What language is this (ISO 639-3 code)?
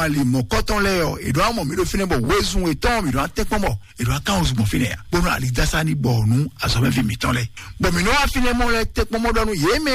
fon